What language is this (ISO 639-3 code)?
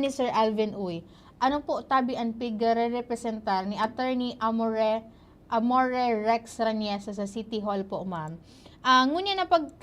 bik